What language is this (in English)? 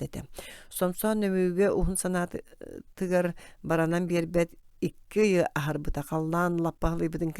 Yakut